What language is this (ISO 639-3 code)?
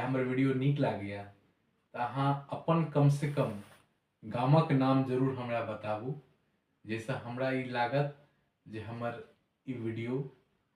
mai